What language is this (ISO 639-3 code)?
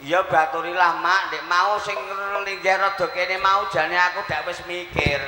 jav